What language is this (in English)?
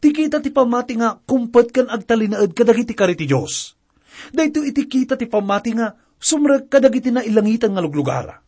Iloko